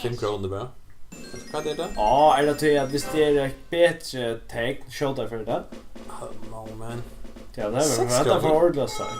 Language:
Faroese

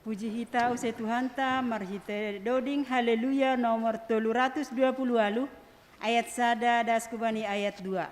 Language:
Batak Simalungun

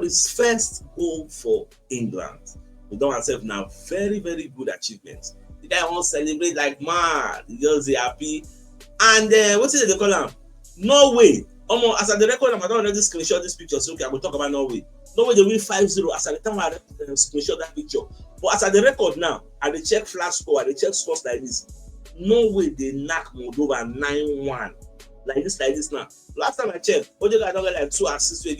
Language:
Nigerian Pidgin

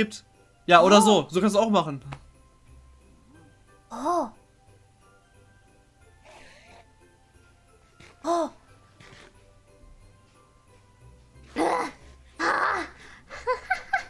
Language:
German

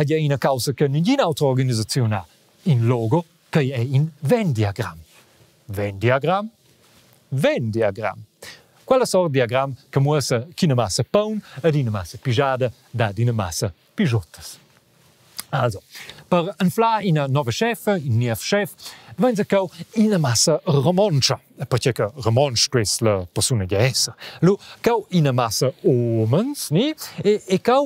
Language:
Romansh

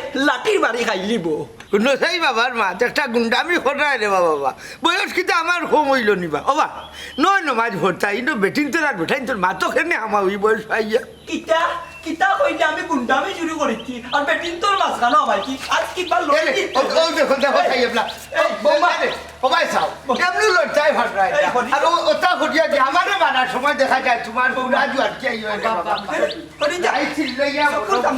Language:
Sylheti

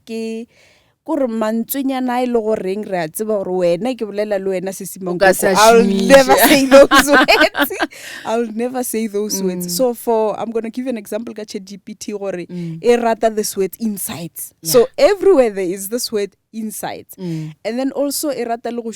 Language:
Northern Sotho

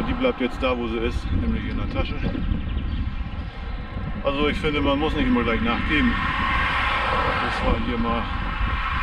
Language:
German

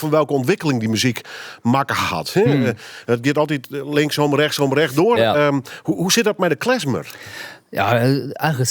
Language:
Western Frisian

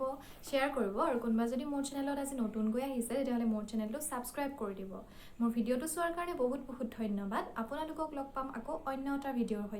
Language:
Assamese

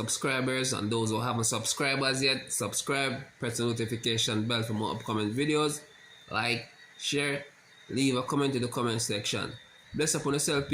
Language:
Jamaican Creole English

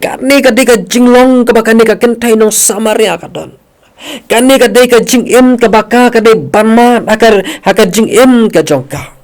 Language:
Khasi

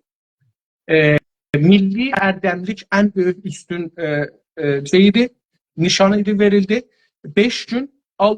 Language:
South Azerbaijani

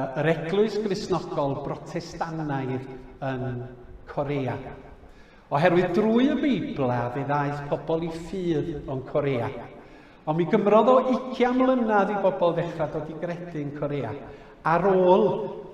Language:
Welsh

